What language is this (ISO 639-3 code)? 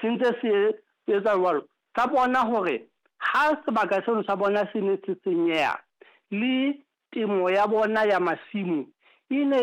sot